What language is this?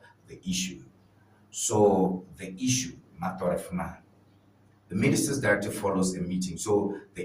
Ewe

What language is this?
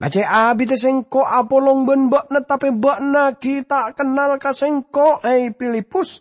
Madurese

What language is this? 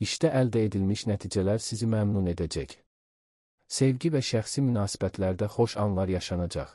Azerbaijani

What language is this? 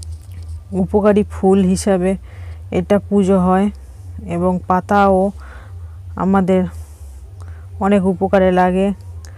Bangla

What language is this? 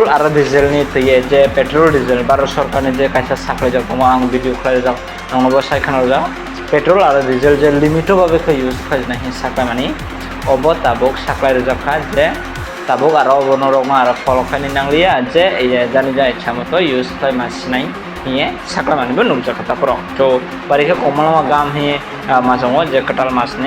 Kok Borok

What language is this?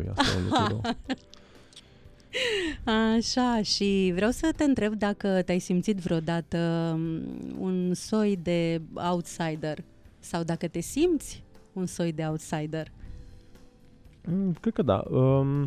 Romanian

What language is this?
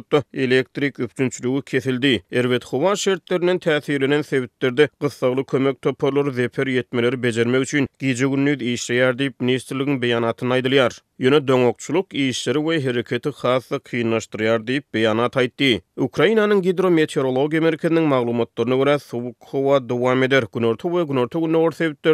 Turkmen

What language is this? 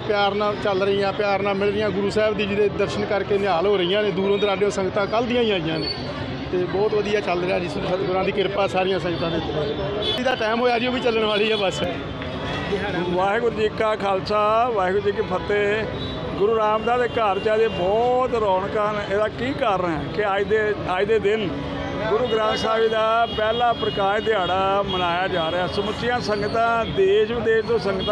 Punjabi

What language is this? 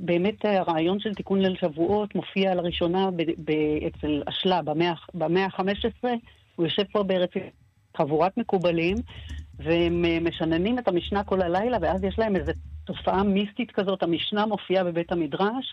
Hebrew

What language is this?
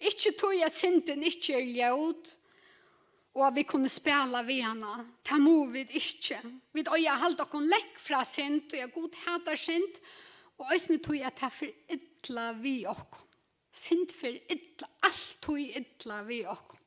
Faroese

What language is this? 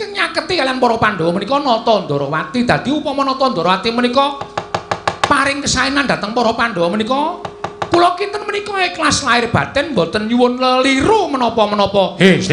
Javanese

